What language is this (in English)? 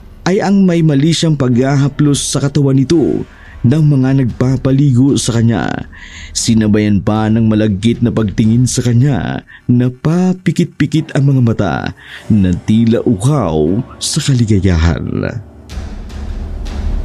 Filipino